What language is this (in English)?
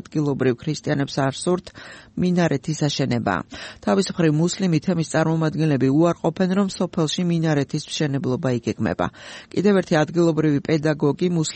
Georgian